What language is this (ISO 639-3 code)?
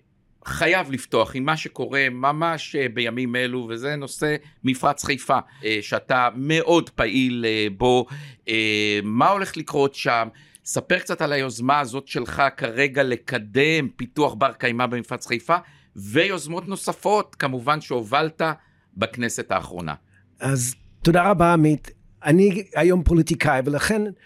heb